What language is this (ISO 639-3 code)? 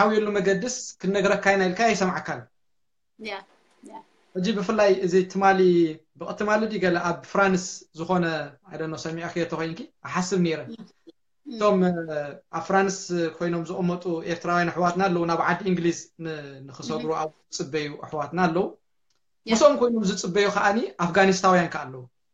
tir